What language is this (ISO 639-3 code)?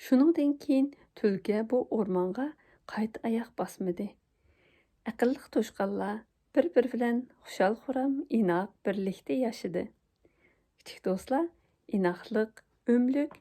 uig